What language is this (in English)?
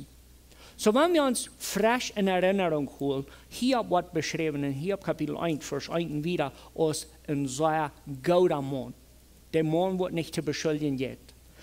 Plautdietsch